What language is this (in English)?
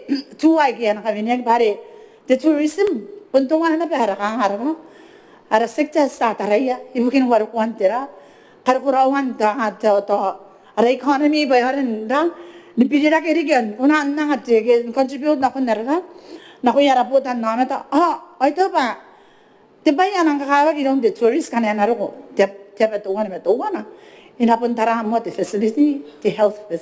Gilbertese